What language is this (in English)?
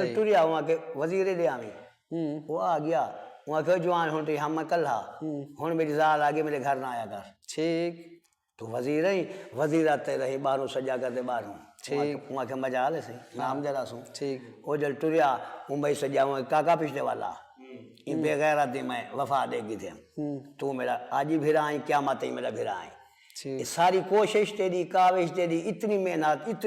Saraiki